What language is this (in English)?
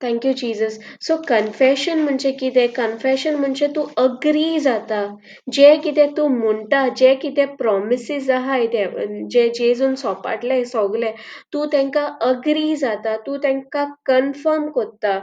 Konkani